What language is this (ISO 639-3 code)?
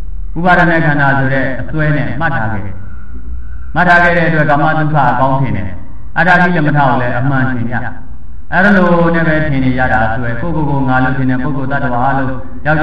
mya